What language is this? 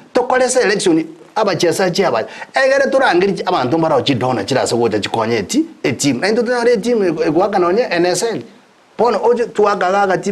Gusii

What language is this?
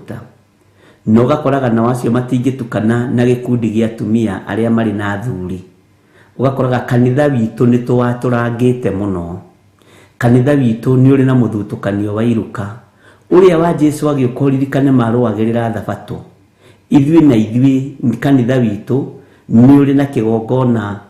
Kikuyu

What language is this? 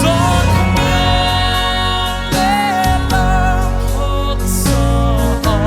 Paite Chin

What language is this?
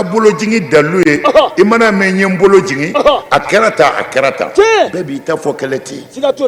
Bambara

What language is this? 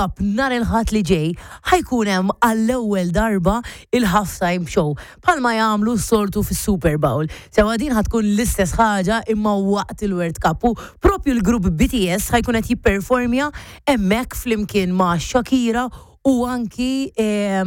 Maltese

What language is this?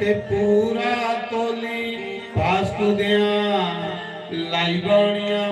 Dogri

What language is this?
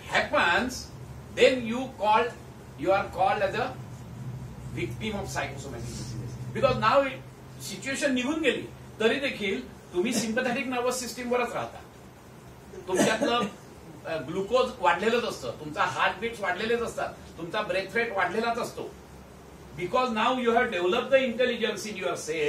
Marathi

